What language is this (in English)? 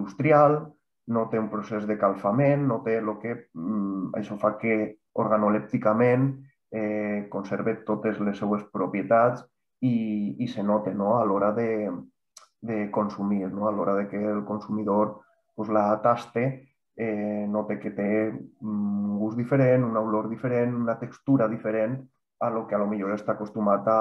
Catalan